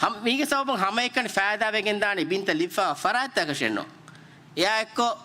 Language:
Divehi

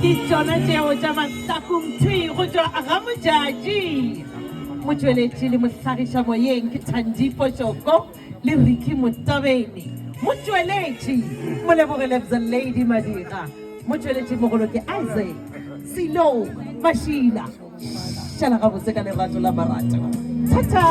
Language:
Northern Sotho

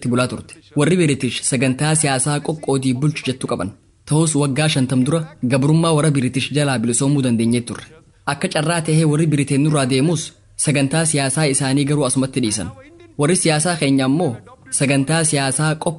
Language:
Oromo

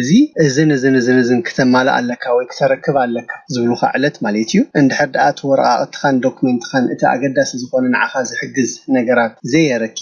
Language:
Tigrinya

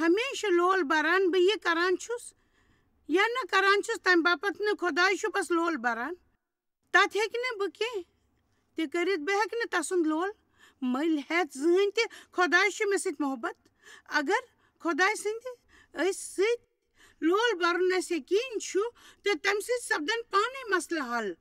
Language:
Kashmiri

